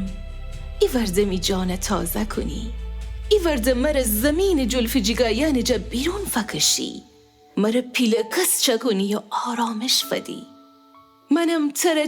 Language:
Gilaki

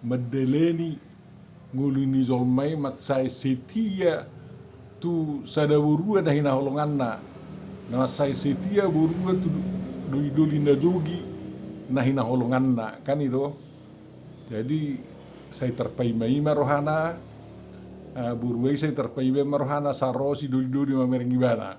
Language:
Batak Toba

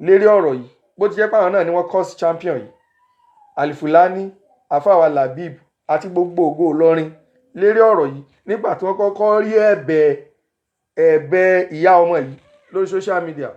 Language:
Yoruba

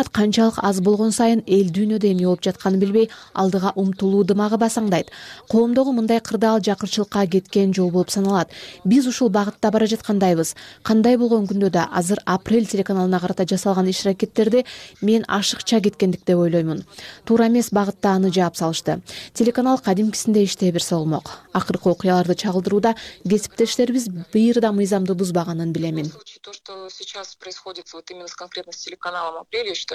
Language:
Kyrgyz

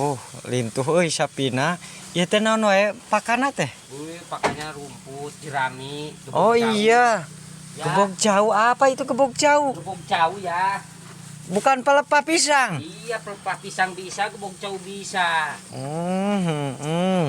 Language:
Sundanese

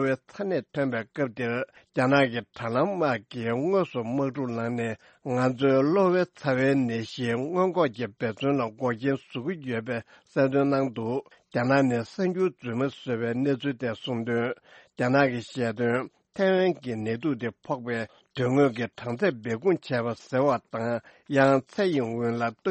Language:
Tibetan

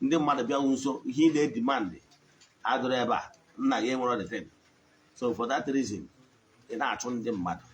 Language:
Igbo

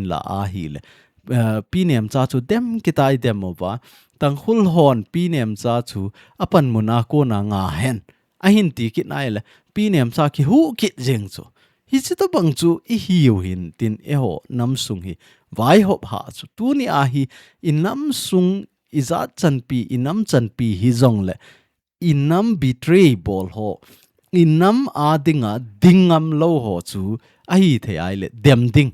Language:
Thado Chin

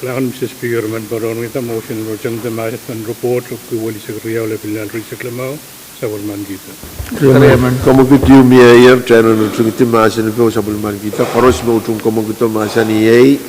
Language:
Pohnpeian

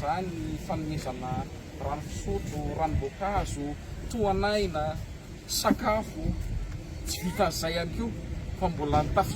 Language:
Malagasy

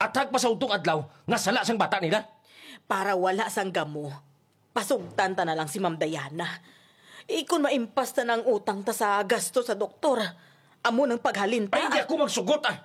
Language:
Hiligaynon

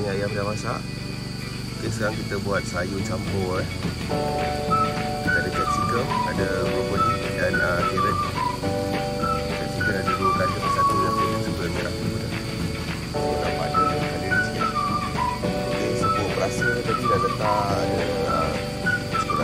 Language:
Malay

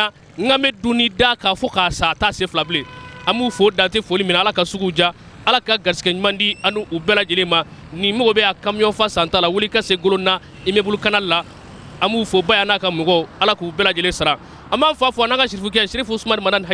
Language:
Bambara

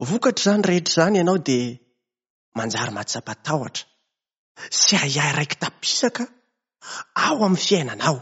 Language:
Malagasy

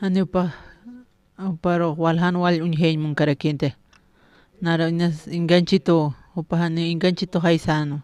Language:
Aymara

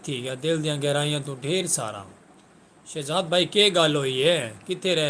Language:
Saraiki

